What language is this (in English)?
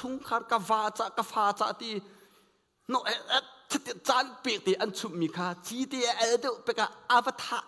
Hakha Chin